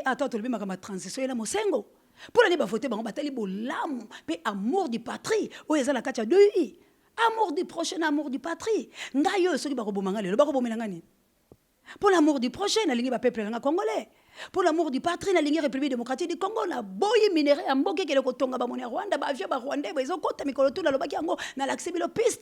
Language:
Lingala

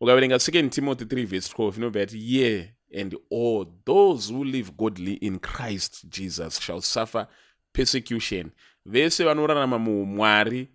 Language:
Shona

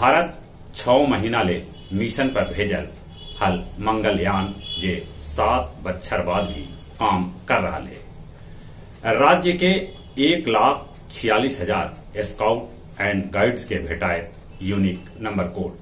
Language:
Magahi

